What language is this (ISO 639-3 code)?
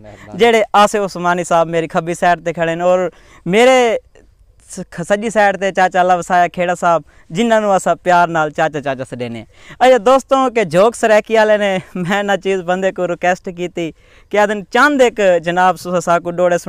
skr